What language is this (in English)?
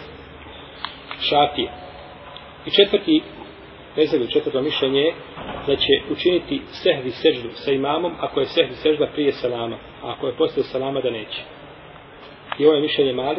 Bosnian